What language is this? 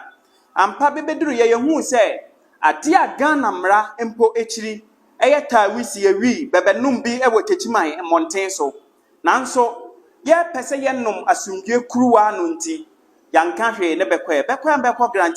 Akan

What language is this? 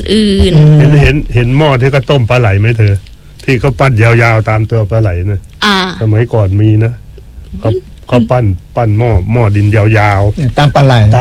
Thai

